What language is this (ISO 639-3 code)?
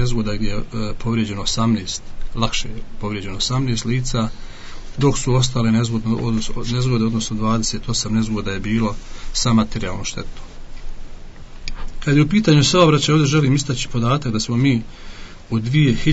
bos